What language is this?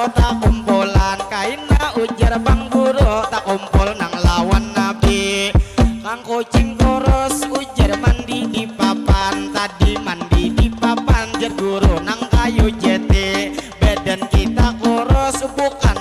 Banjar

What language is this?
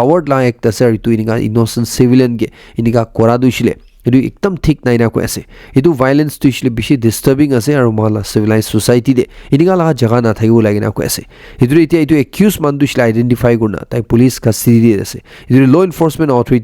Naga Pidgin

